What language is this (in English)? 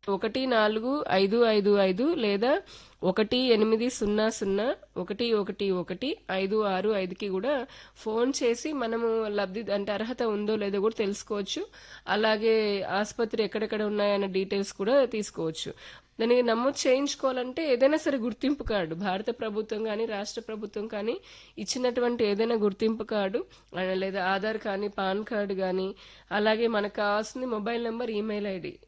Telugu